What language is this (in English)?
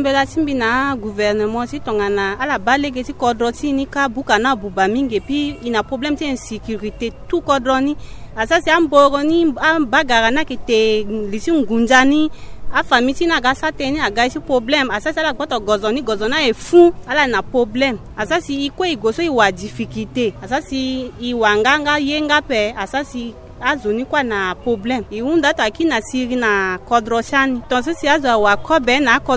Sango